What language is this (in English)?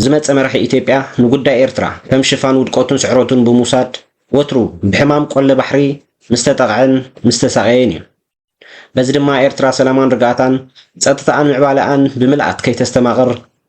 Tigrinya